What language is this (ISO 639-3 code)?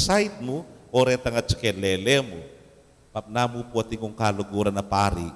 pam